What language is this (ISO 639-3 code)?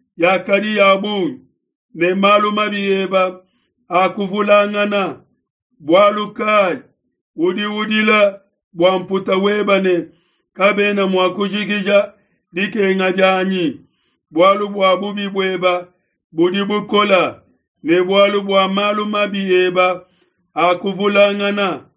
lua